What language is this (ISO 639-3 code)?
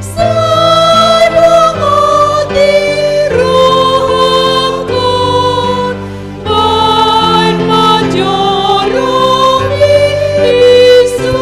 bbc